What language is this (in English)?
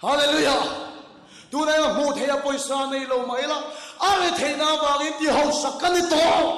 Mizo